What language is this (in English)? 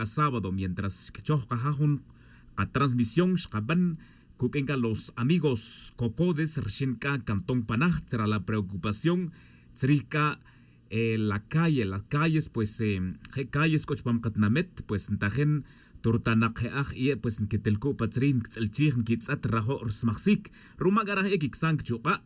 Tz'utujil